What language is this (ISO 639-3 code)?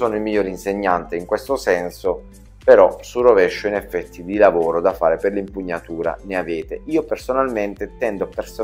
ita